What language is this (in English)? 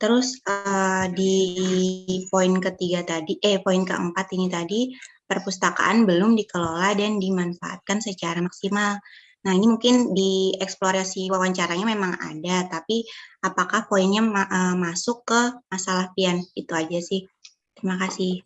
Banjar